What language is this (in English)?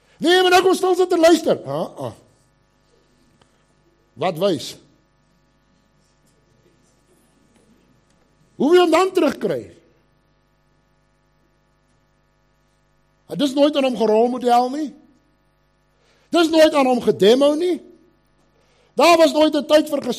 Afrikaans